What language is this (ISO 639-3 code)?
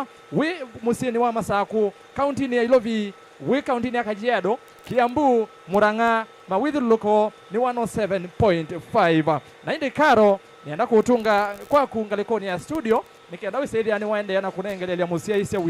kam